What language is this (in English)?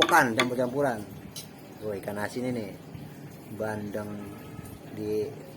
Betawi